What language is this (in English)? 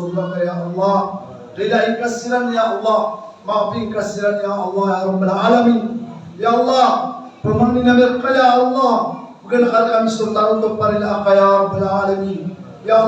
Maranao